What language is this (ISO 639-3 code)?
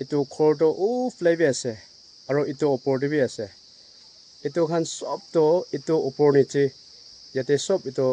nag